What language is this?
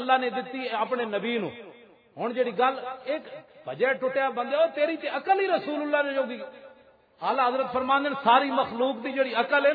Western Panjabi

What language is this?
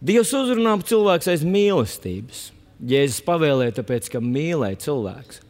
Latvian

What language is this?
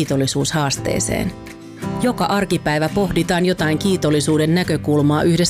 Finnish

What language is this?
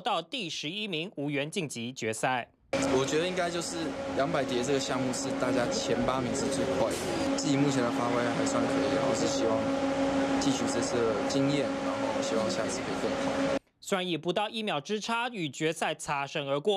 Chinese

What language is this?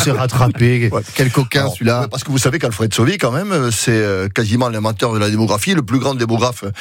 French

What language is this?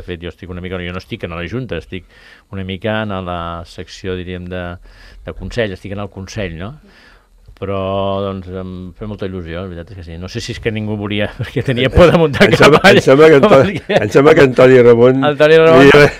Catalan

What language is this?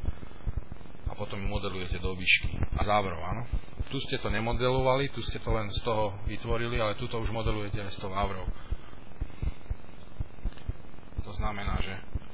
Slovak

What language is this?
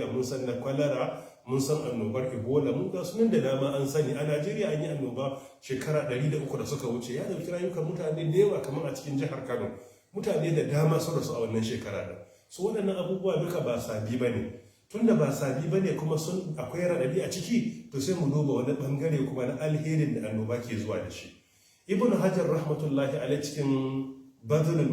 Hausa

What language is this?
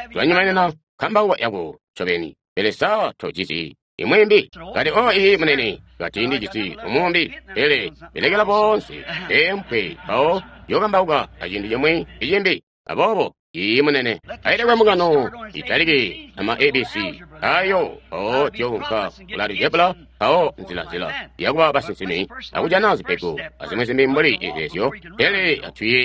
Tonga (Zambia)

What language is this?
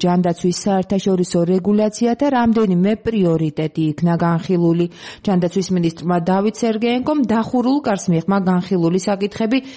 Georgian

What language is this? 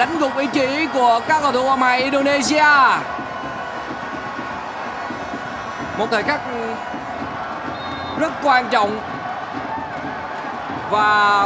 Vietnamese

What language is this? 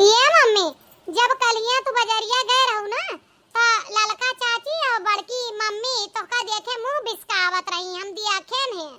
Awadhi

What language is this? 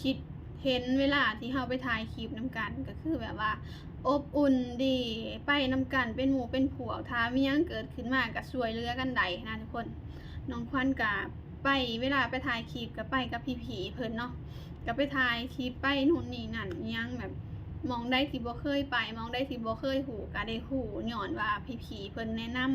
Lao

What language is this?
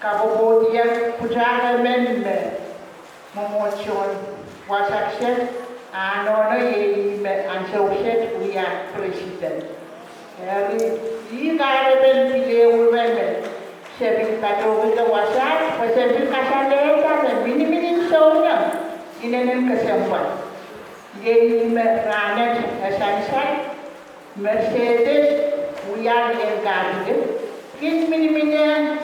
Pohnpeian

